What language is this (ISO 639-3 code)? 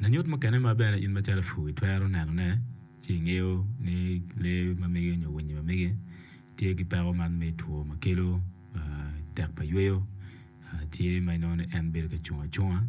ach